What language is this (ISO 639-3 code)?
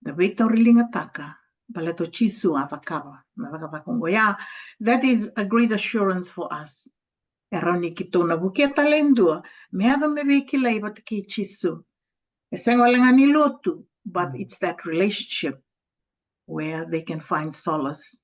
fij